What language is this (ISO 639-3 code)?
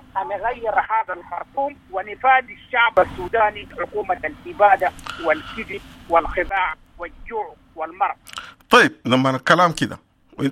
apd